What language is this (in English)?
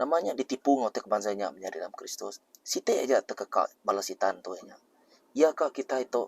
Iban